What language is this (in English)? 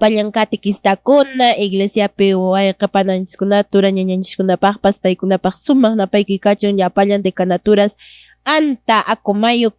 Quechua